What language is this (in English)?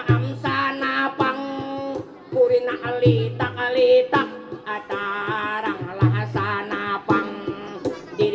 Banjar